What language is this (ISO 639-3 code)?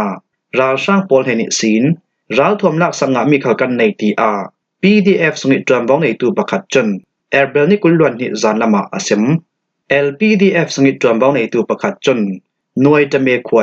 cfm